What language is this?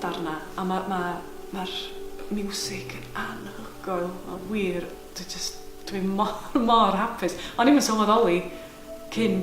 Welsh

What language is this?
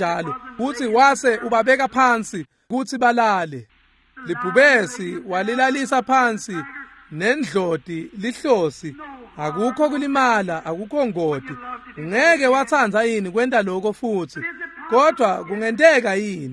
Swati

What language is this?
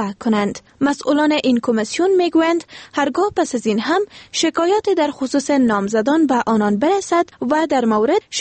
Persian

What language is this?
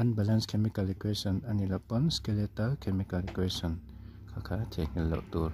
Mizo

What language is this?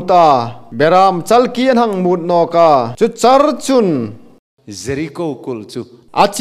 Hmar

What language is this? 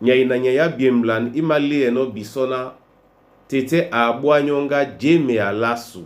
Duala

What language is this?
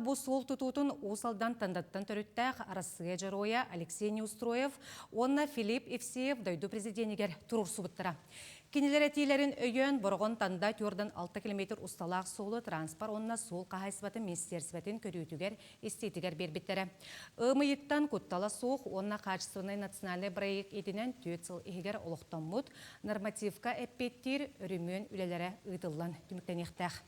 Yakut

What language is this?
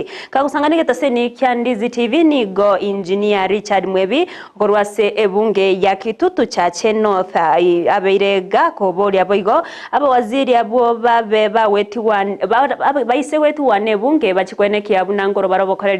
Gusii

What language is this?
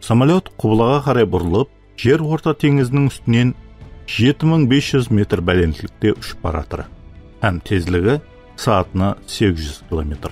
Kara-Kalpak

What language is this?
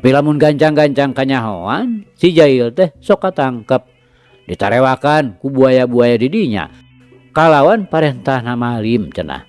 Sundanese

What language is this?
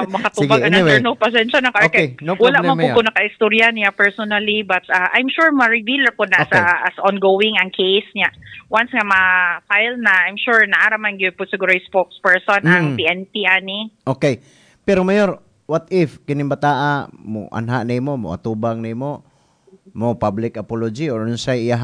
Cebuano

